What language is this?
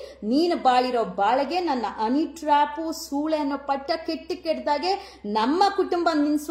Kannada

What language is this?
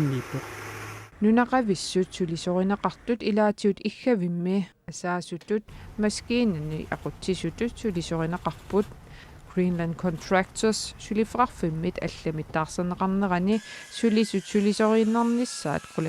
Kalaallisut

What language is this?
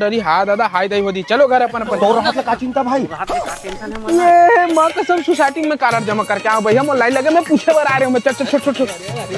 Chhattisgarhi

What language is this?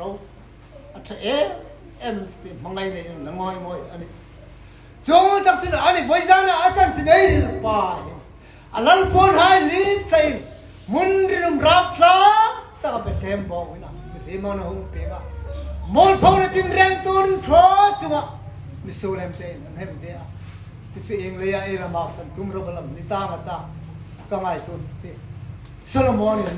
Hmar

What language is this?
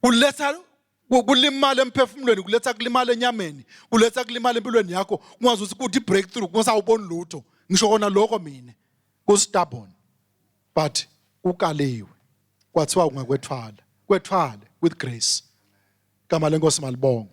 Swati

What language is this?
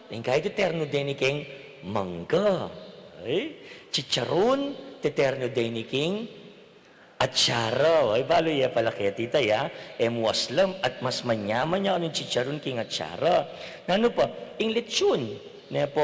Pampanga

